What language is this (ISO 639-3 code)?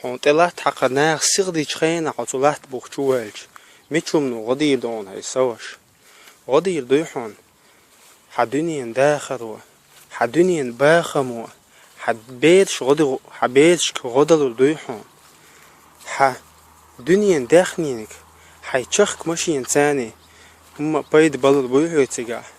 che